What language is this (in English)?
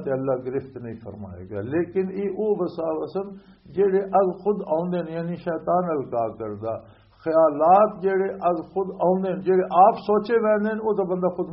Western Panjabi